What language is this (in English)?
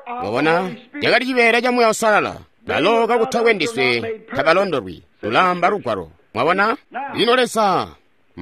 Tonga (Zambia)